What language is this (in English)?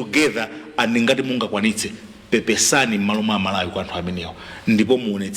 Nyanja